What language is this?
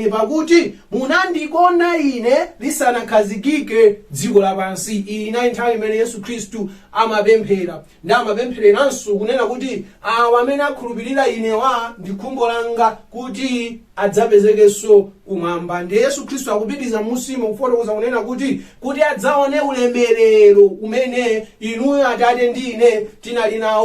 Nyanja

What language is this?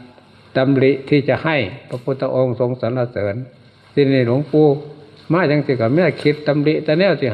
Northeastern Thai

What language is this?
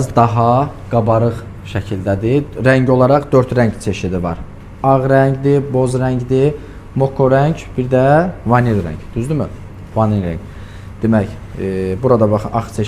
Azerbaijani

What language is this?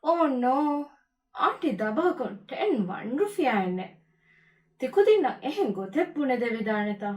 Divehi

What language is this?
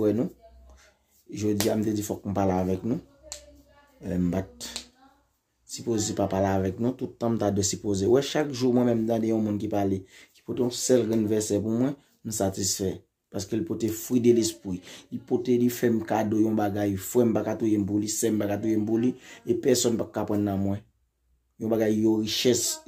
Haitian Creole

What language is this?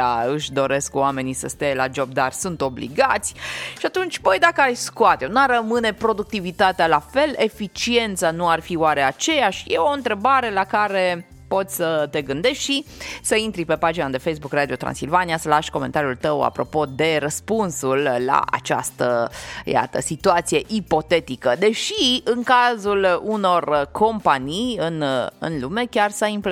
Romanian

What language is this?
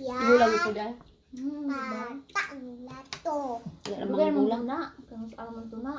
Cebuano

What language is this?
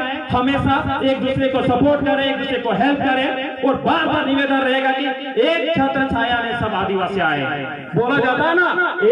Santali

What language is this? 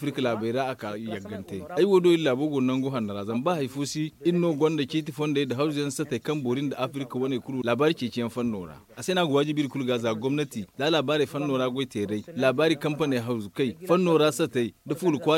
Zarma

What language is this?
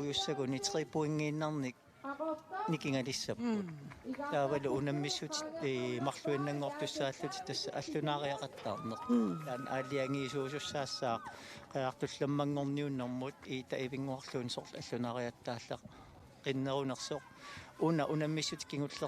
Kalaallisut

